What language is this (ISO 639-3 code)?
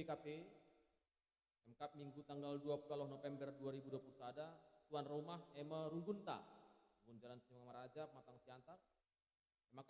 btx